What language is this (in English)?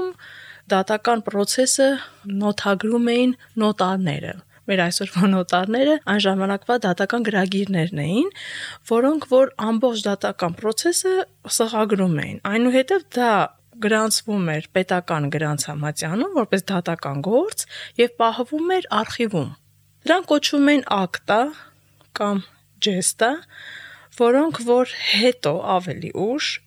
Armenian